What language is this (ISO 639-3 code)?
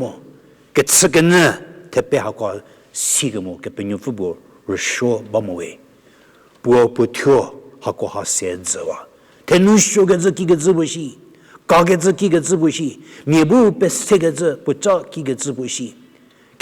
njm